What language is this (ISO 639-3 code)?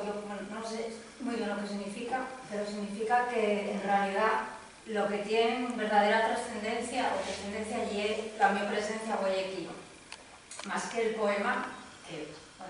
ast